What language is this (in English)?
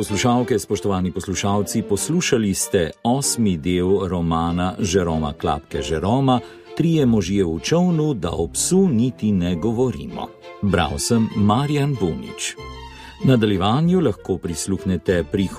Slovenian